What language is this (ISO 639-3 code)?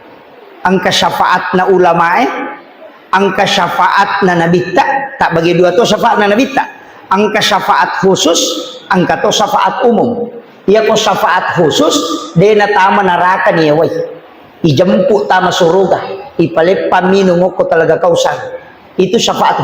bug